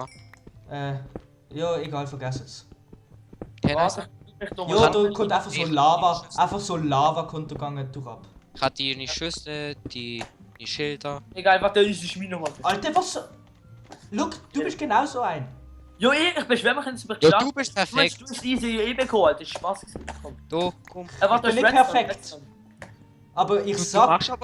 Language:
Swiss German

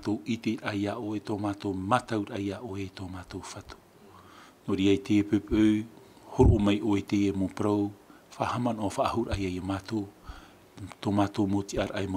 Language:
Tahitian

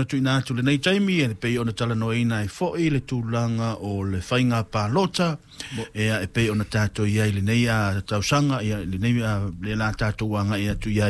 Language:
Samoan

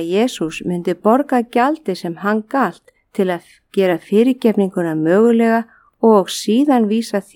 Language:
Icelandic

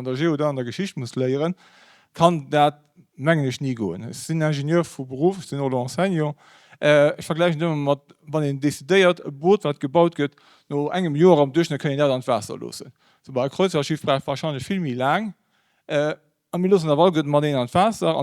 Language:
Luxembourgish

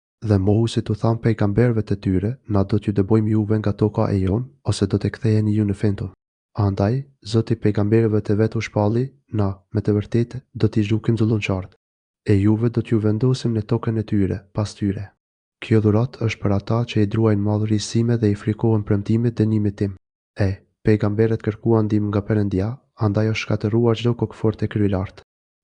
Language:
Albanian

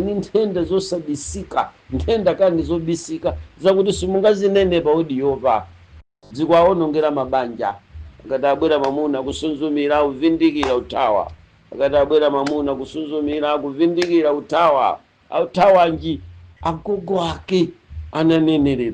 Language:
Nyanja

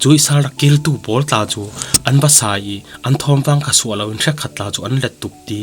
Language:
Falam Chin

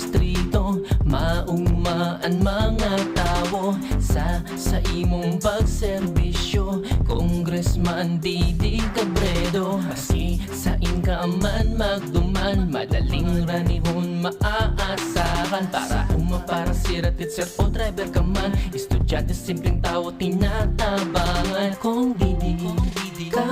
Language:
Bikol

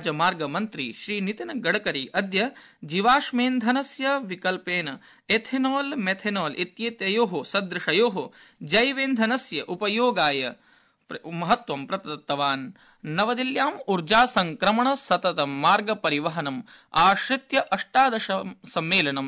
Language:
Sanskrit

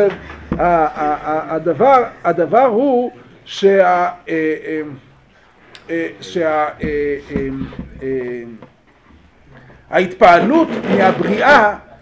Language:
Hebrew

